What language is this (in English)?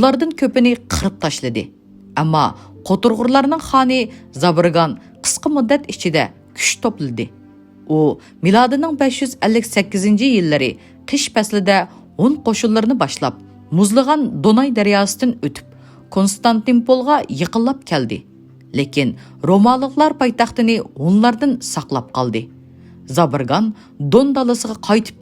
Uyghur